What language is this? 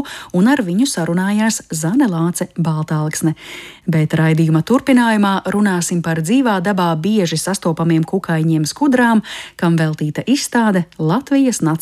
Latvian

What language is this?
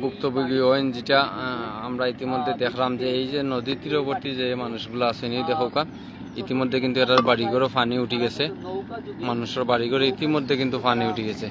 Sylheti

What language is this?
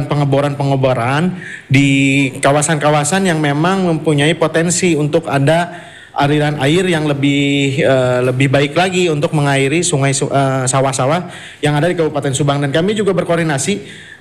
Indonesian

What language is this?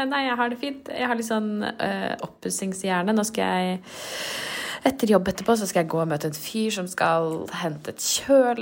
Norwegian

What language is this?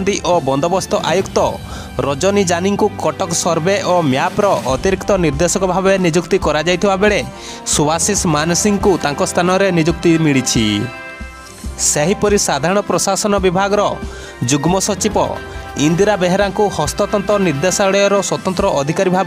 Odia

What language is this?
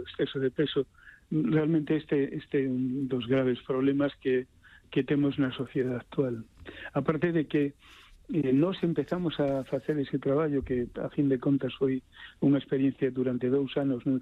Galician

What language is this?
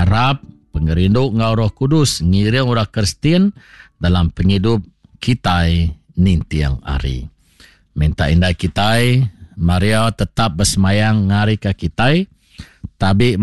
Iban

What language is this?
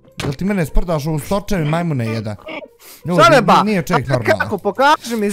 Bosnian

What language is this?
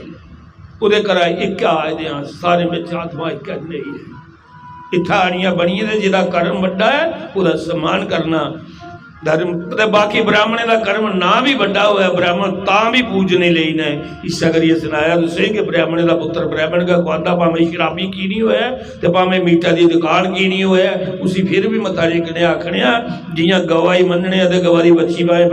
Dogri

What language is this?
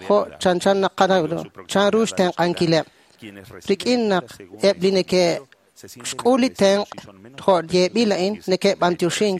Kekchí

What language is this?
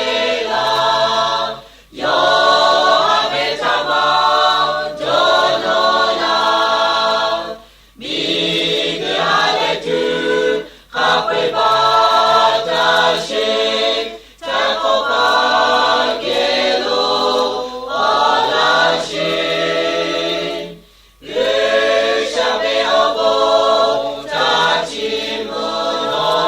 Lahu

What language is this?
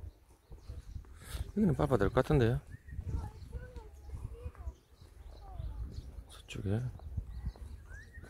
Korean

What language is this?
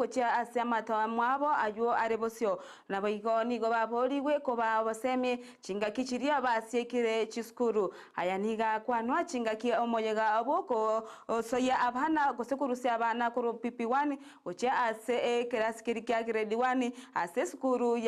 Gusii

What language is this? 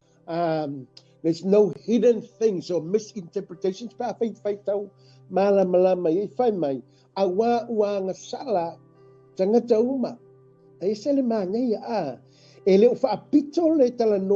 Samoan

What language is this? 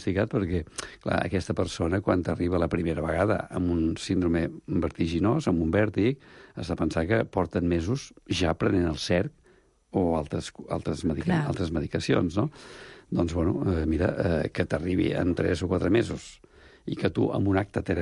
Catalan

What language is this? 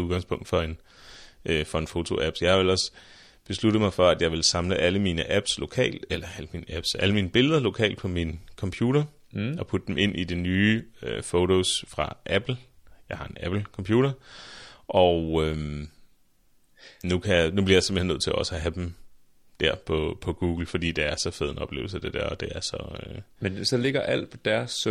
Danish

